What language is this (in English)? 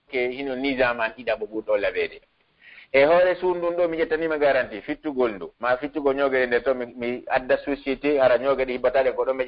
Pular